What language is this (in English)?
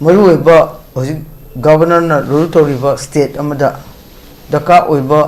Manipuri